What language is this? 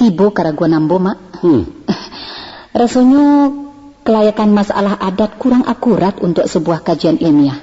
Minangkabau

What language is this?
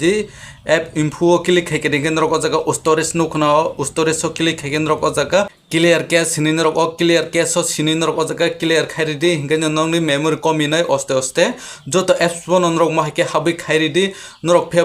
Kok Borok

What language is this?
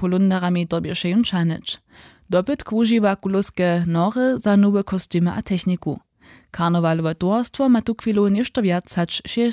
Upper Sorbian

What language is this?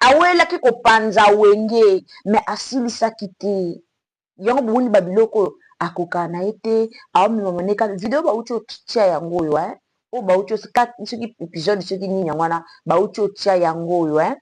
Lingala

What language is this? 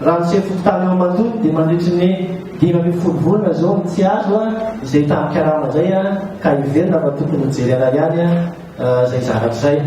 Malagasy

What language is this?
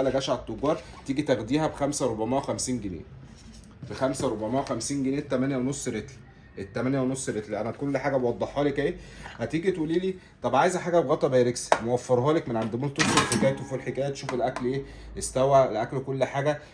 Egyptian Arabic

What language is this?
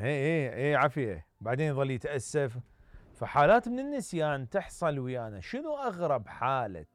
Mesopotamian Arabic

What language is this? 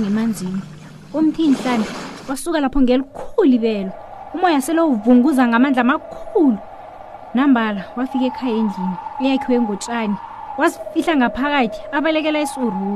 South Ndebele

